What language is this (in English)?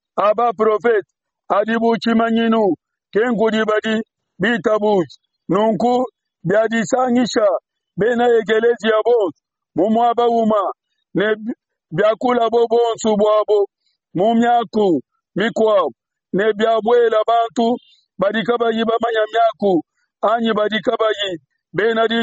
Luba-Lulua